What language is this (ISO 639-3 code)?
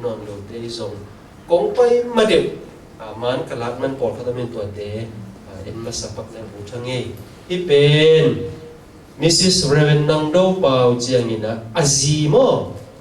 ctd